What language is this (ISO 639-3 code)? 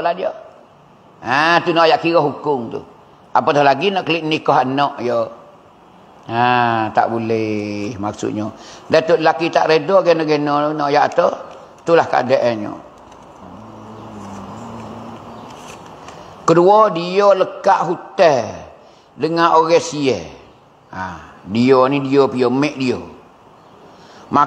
mfa